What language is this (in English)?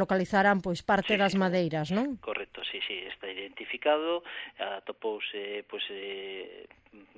Galician